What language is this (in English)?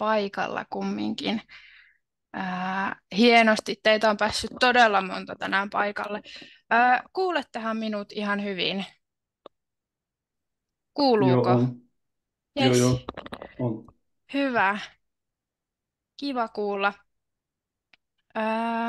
Finnish